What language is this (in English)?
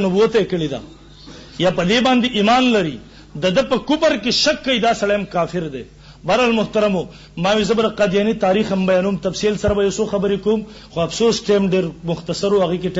Pashto